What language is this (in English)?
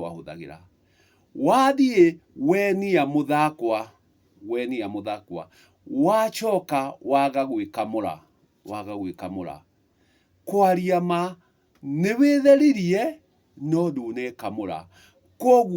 Kikuyu